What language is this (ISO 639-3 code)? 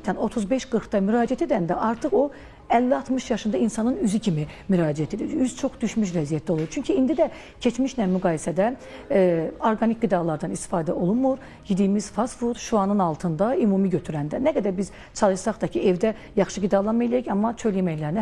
aze